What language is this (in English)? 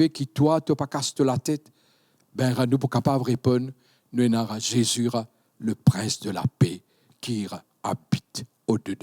Morisyen